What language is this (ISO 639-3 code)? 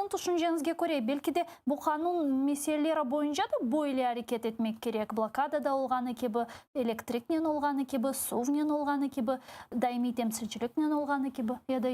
crh